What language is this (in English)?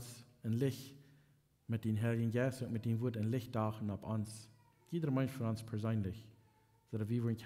Plautdietsch